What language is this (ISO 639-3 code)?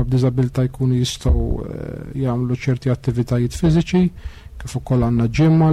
mlt